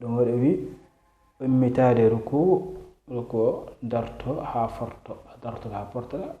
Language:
Fula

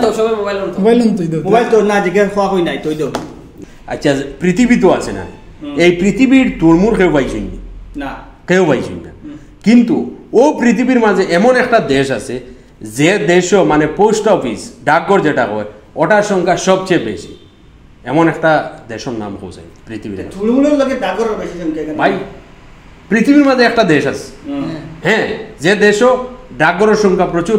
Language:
Sylheti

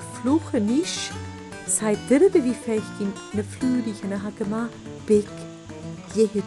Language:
Scottish Gaelic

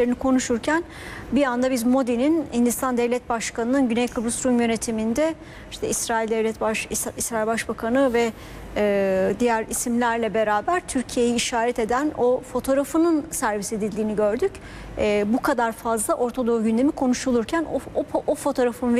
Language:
Turkish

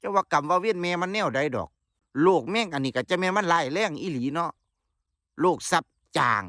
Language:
Northeastern Thai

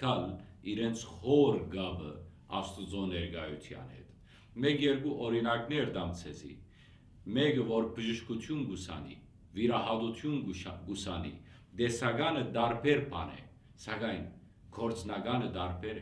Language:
Western Armenian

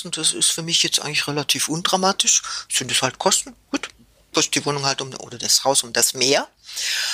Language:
German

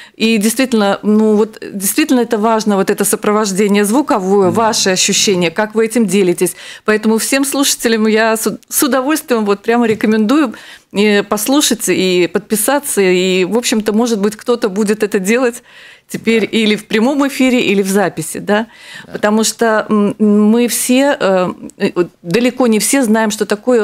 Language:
Russian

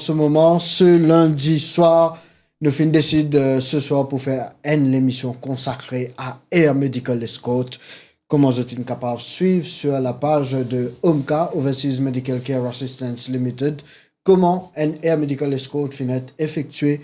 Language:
Morisyen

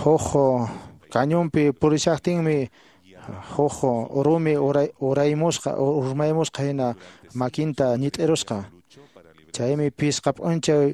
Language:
Quechua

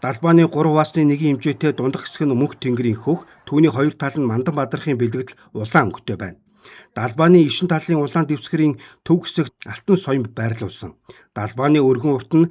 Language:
Mongolian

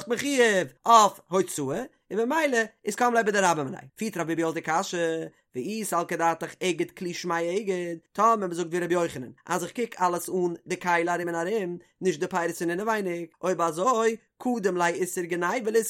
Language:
Yiddish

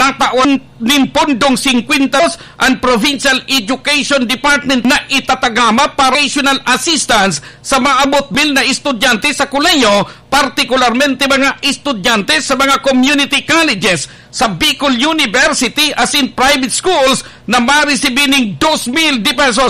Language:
Bikol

